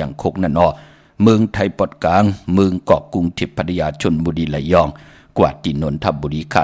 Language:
Shan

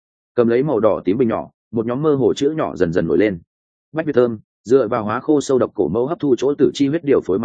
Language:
Vietnamese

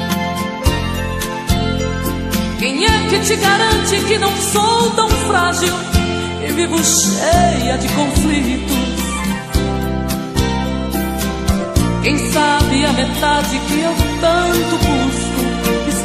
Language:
Portuguese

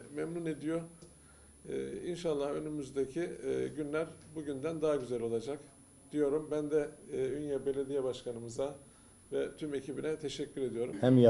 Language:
Turkish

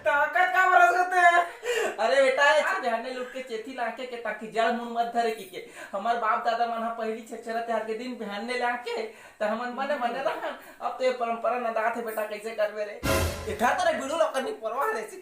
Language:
Chhattisgarhi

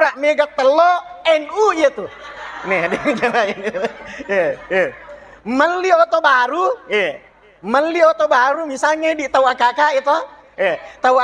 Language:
Buginese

